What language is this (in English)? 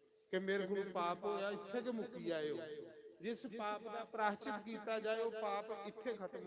Dogri